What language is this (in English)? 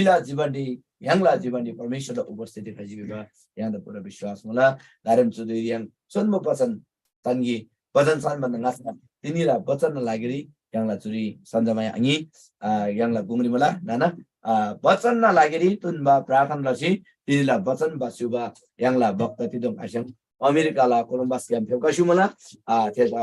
Eastern Tamang